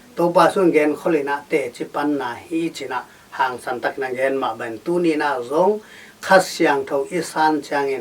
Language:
Tedim Chin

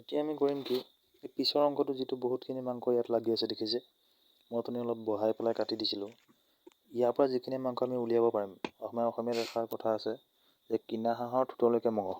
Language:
Assamese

